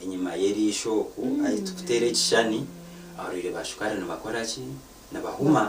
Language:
Nyankole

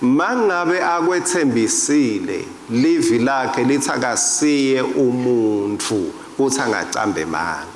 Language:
Swati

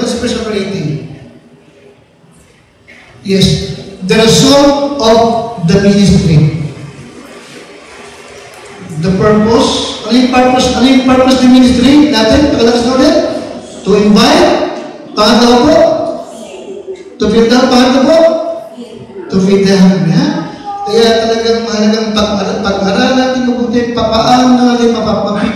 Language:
Filipino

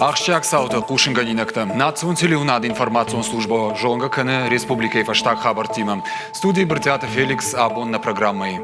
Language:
Ossetic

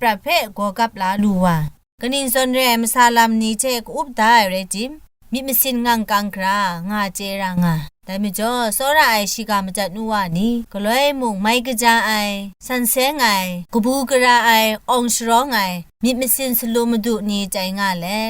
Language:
Kachin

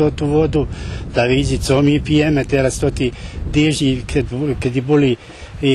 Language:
Rusyn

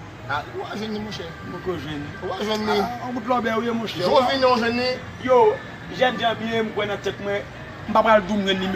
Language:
Haitian Creole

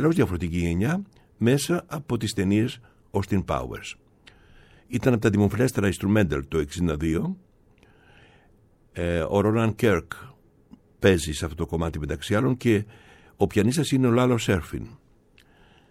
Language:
Greek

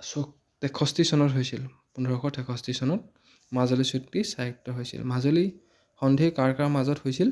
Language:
Assamese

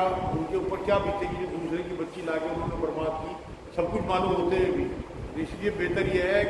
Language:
Urdu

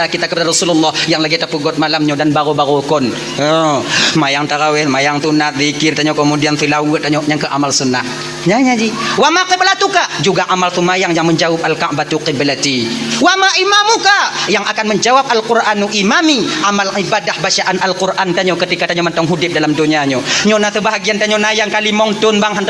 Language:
Achinese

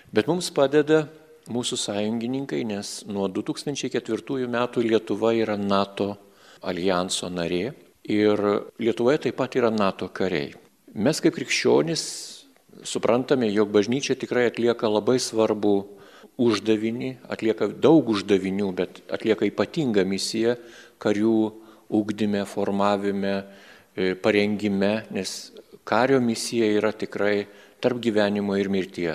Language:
Lithuanian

